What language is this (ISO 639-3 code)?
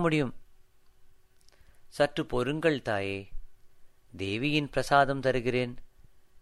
tam